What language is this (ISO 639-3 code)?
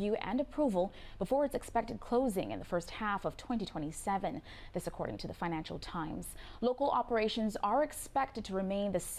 eng